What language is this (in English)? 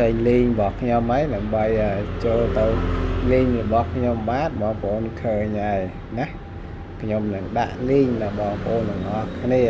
Khmer